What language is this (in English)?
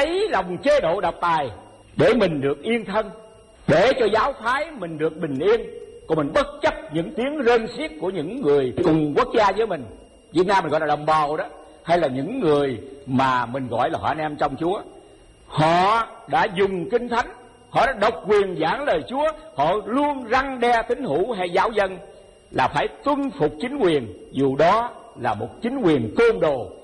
Vietnamese